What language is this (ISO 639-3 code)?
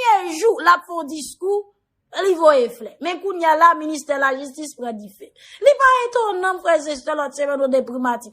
hat